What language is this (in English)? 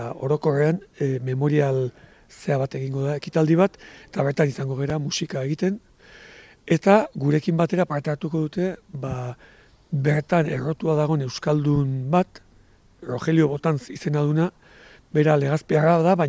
Basque